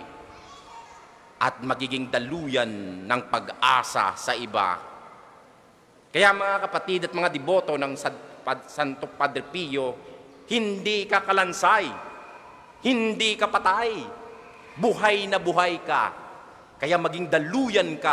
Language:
Filipino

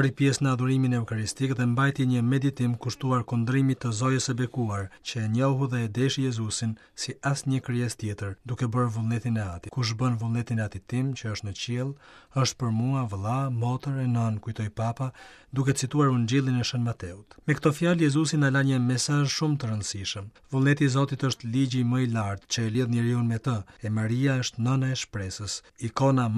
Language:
Albanian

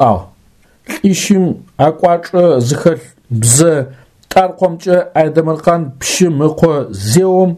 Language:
Adyghe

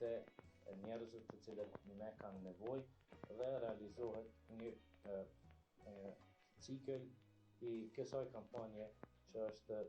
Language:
Albanian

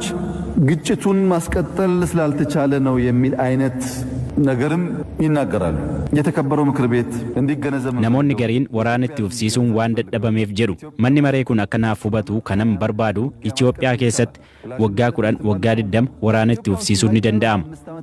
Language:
Oromo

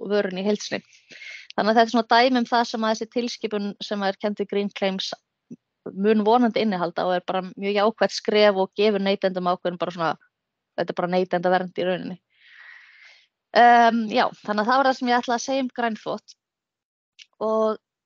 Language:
Icelandic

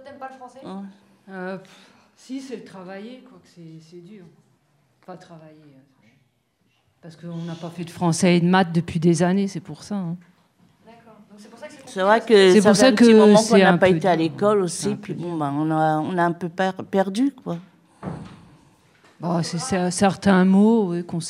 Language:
French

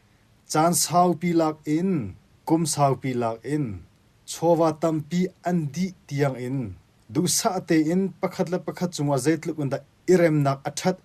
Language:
Hakha Chin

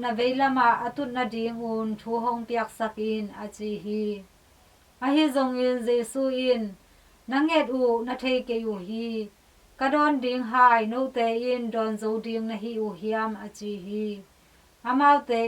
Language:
Tedim Chin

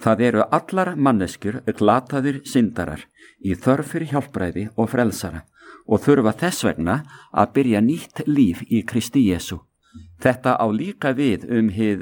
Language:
Icelandic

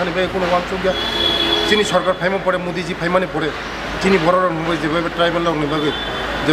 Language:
Kok Borok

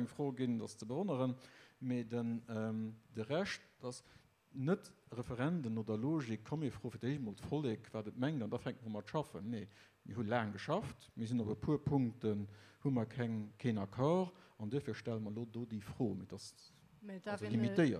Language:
Luxembourgish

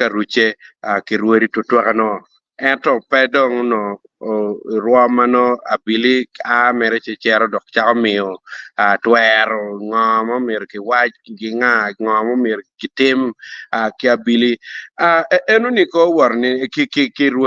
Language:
Acoli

